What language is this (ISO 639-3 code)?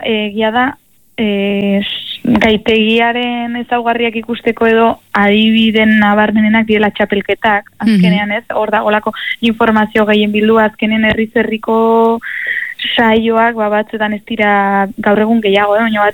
eus